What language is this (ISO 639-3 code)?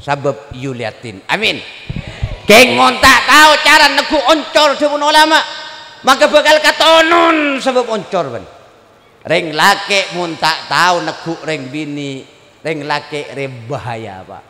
mad